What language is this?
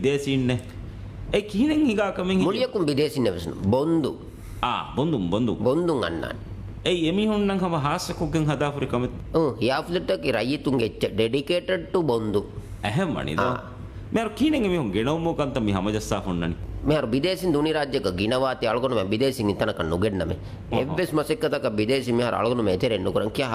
Divehi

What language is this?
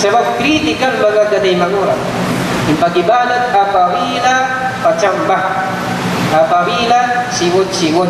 Tausug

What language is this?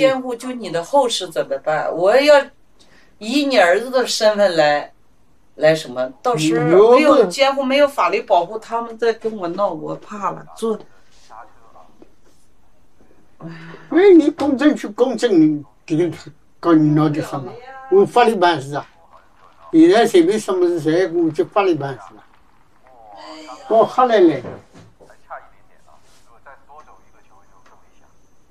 Chinese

